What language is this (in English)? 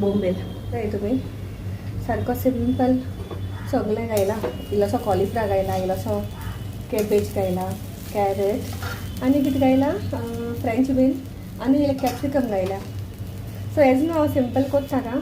Konkani